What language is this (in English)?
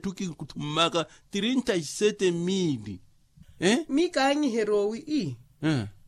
Makhuwa